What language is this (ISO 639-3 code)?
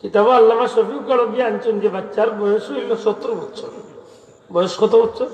syl